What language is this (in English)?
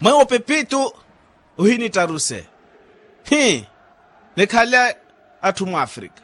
Makhuwa